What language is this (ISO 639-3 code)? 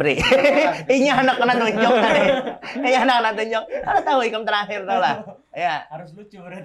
bjn